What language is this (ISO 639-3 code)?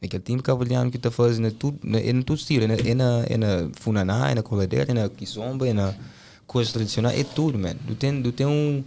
kea